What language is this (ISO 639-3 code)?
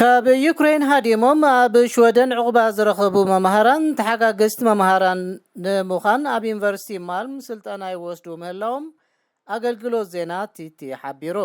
tir